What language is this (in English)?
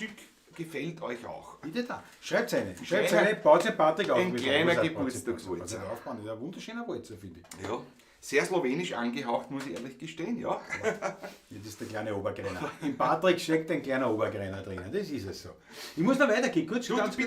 Bavarian